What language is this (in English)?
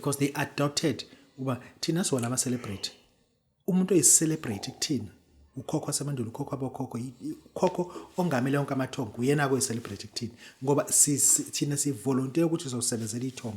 Zulu